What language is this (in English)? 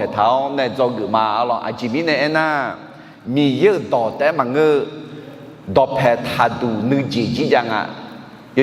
Akha